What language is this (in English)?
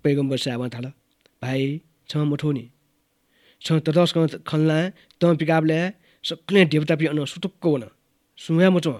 Newari